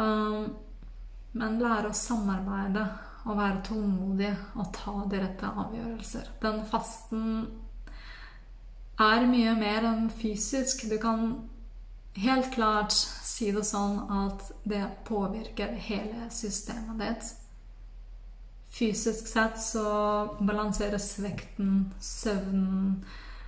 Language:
Norwegian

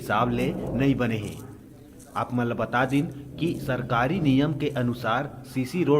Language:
Chhattisgarhi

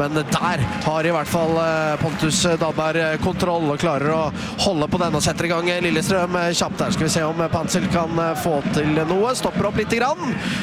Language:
Norwegian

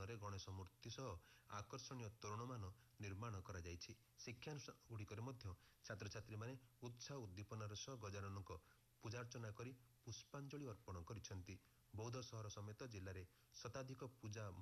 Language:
Odia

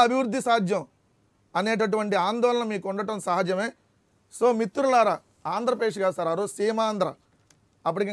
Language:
Telugu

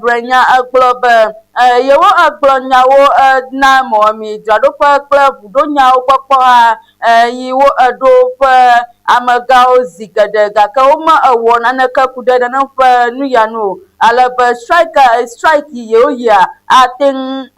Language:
Ewe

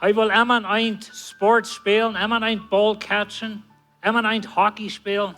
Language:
Plautdietsch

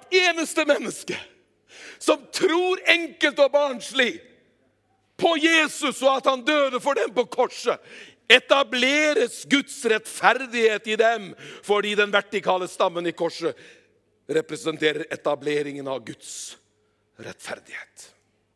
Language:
Norwegian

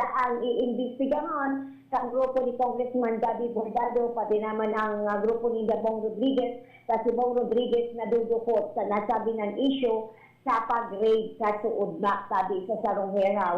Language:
Bikol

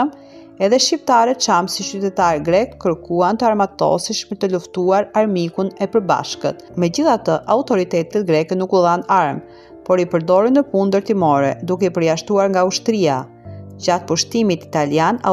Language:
Albanian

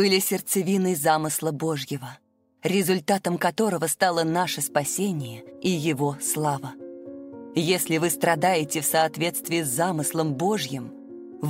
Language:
Russian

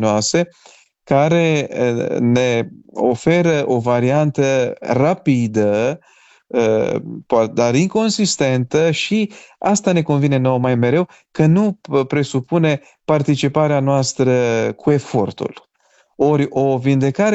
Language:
Romanian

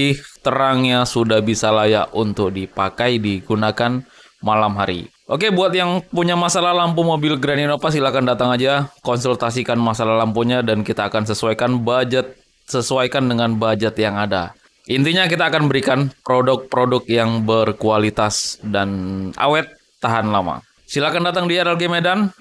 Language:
Indonesian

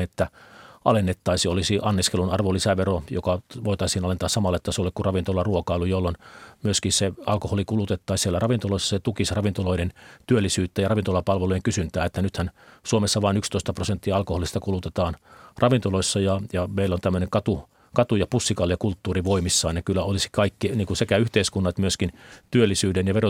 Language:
Finnish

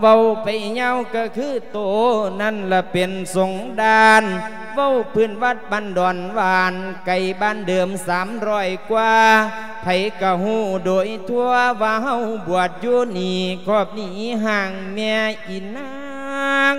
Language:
Lao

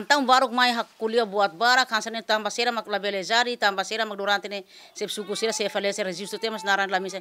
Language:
Tetum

